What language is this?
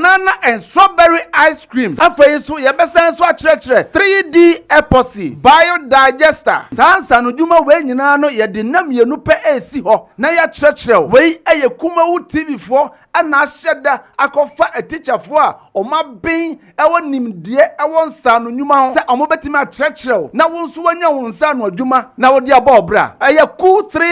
Akan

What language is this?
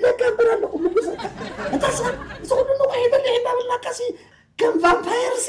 Tigrinya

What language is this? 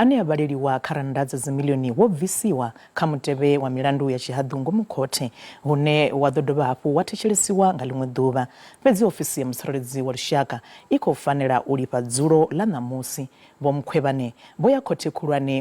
Venda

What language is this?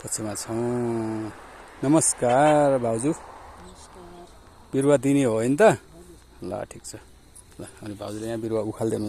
Nepali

